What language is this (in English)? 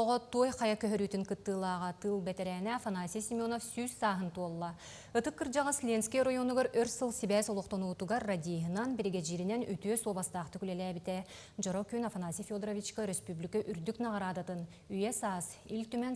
Yakut